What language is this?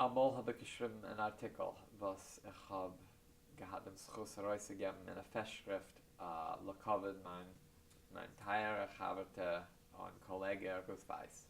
Yiddish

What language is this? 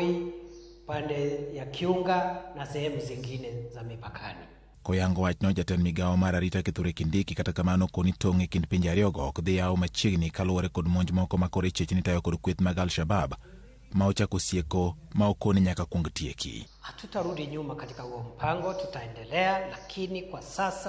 Luo (Kenya and Tanzania)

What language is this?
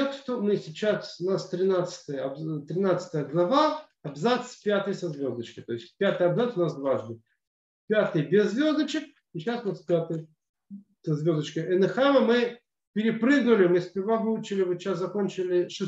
Russian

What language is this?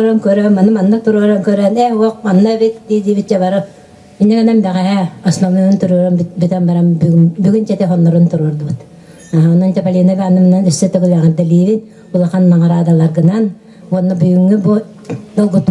Yakut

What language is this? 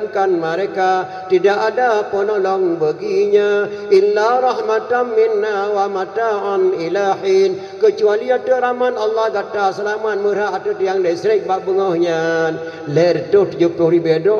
Achinese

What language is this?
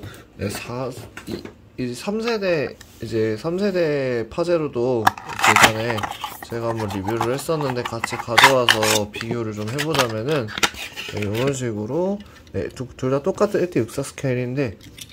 Korean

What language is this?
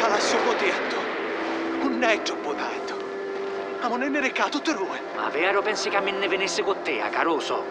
Sicilian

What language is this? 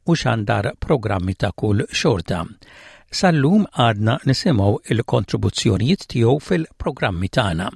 Maltese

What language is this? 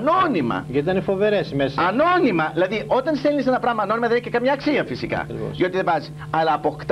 Greek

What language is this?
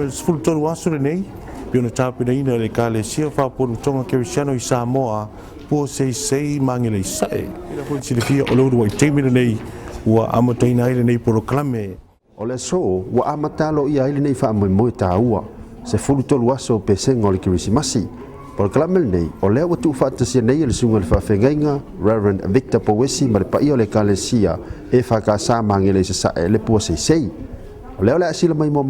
Samoan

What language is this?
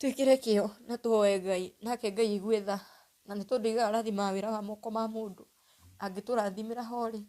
Kikuyu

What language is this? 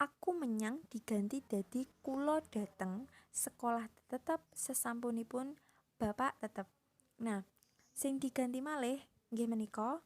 Javanese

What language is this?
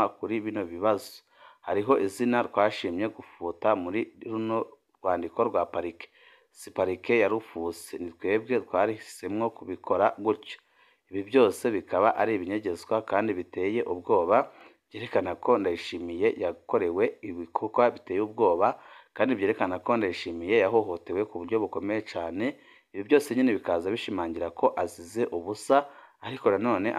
Rundi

